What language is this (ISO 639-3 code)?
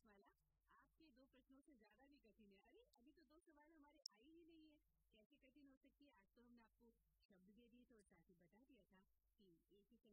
hin